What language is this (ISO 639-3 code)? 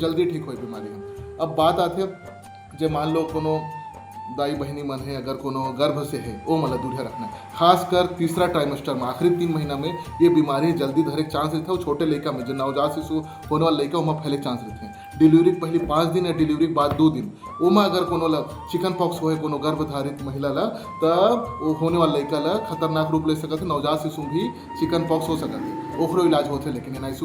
hne